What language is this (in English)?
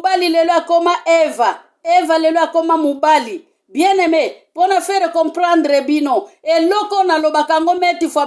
Lingala